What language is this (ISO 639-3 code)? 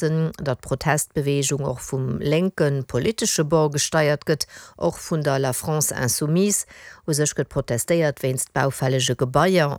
ltz